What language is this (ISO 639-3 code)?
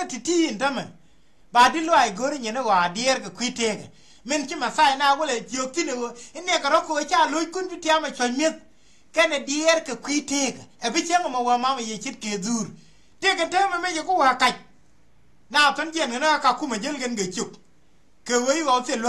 nus